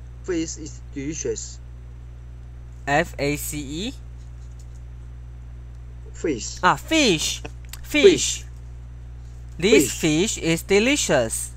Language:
English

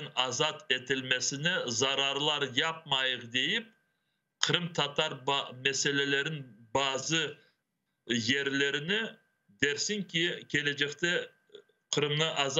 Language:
Crimean Tatar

